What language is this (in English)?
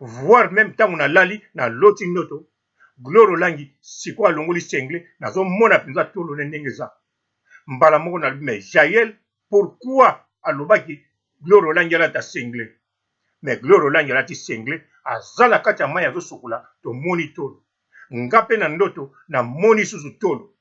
Lingala